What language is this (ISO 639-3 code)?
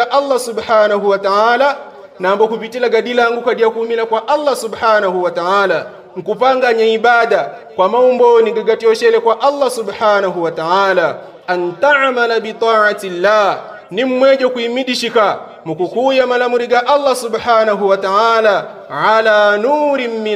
yao